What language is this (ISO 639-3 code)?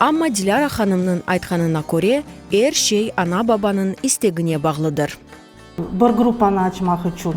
crh